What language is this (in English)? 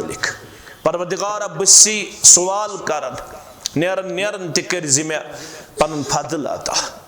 Kashmiri